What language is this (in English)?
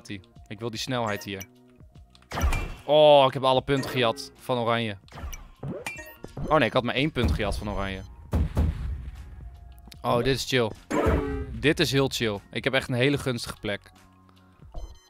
Dutch